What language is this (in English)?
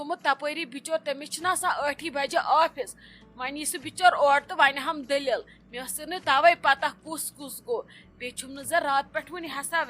Kashmiri